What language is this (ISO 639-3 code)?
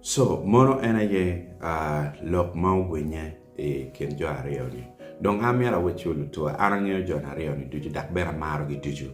ach